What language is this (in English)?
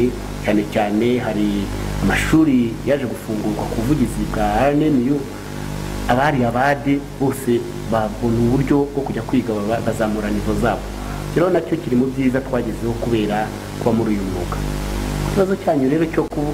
Kinyarwanda